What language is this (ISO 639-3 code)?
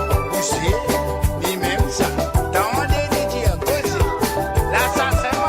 mfe